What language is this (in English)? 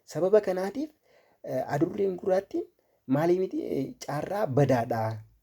Oromo